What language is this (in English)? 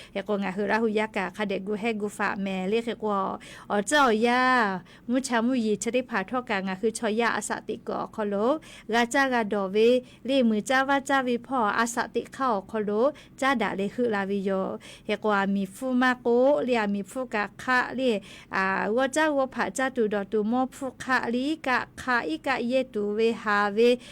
Lahu